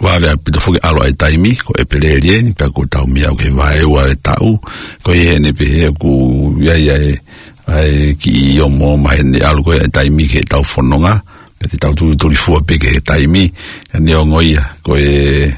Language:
Tongan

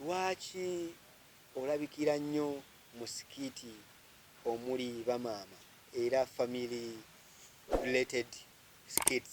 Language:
Ganda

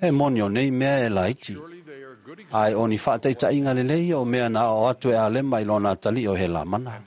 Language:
Samoan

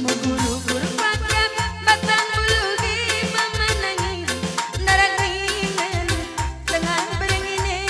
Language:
Batak Karo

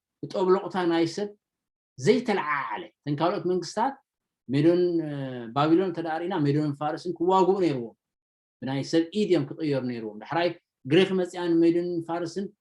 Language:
Tigrinya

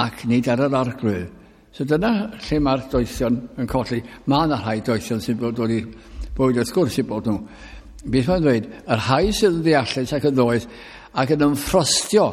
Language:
Welsh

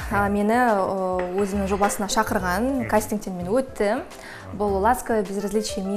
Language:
Kazakh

